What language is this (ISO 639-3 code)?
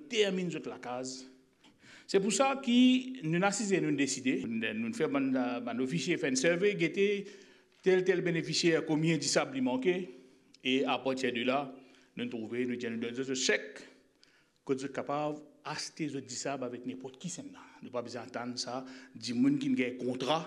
mfe